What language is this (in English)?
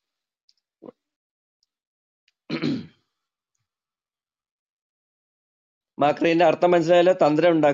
Malayalam